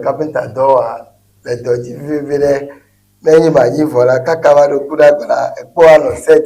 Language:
Ewe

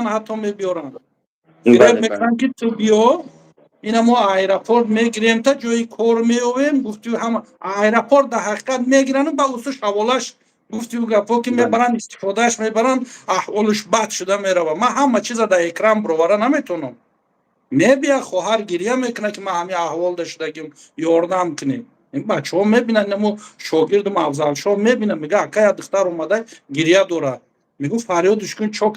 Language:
Tajik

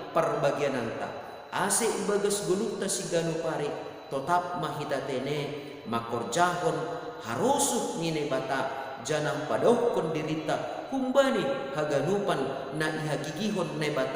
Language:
Batak Simalungun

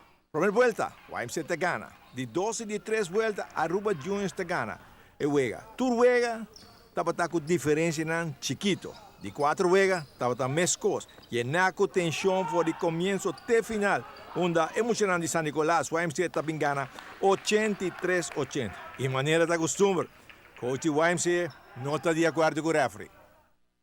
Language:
Papiamento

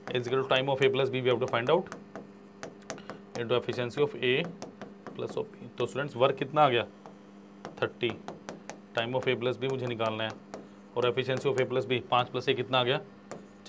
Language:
Hindi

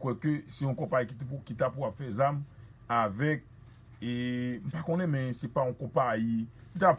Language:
Haitian Creole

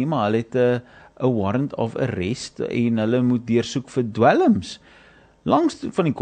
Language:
Afrikaans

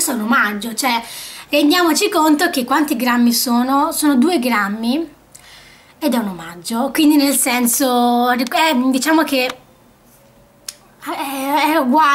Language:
Italian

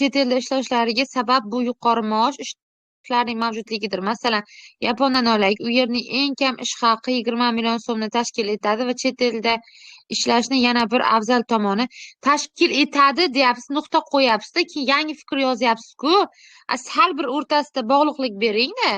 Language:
Uzbek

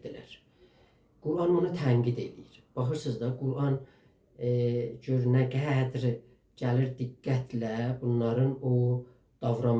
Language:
South Azerbaijani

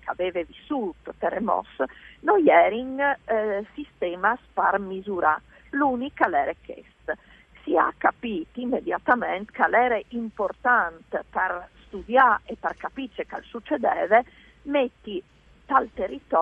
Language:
Friulian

